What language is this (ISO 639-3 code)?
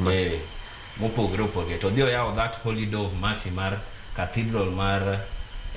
luo